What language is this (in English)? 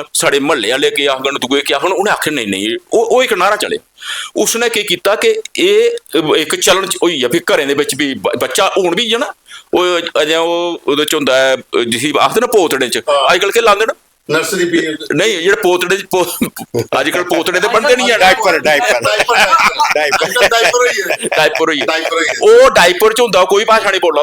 Dogri